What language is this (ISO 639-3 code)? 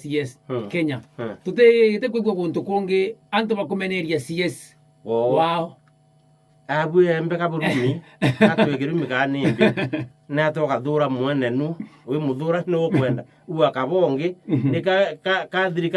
mer